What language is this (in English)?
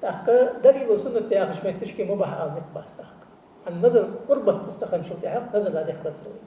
Ingush